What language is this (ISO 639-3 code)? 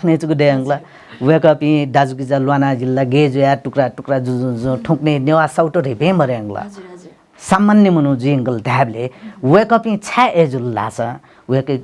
new